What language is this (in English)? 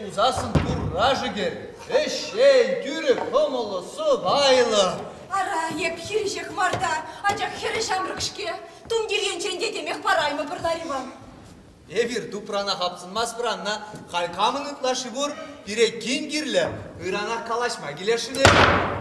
Chuvash